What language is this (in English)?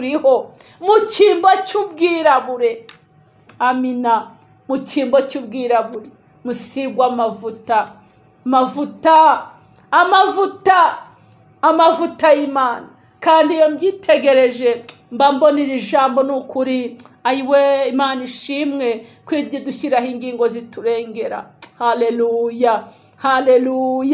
Kinyarwanda